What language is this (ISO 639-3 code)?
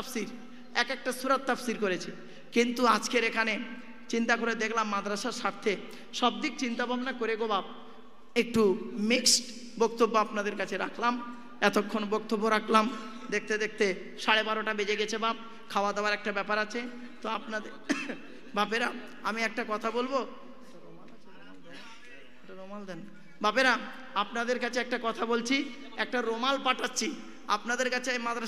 ben